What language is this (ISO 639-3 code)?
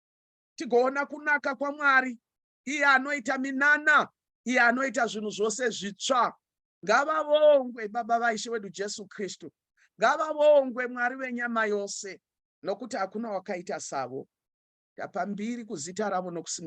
sna